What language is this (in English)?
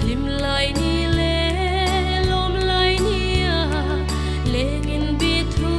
Hmar